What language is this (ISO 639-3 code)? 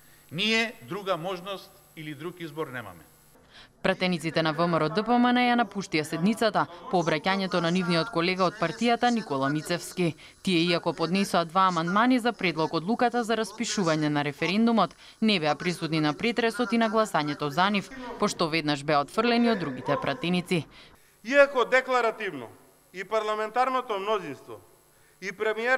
mkd